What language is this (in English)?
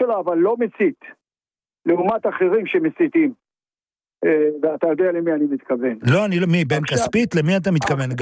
Hebrew